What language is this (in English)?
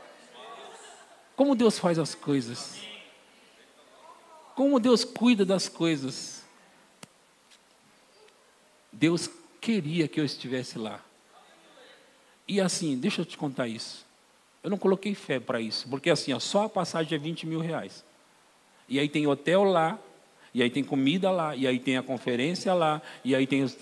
Portuguese